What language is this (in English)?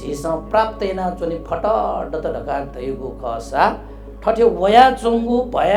Newari